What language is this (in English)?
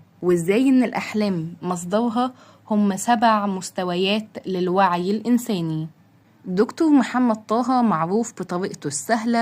Egyptian Arabic